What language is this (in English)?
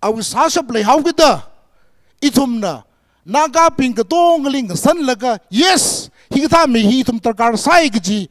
Tangkhul Naga (India)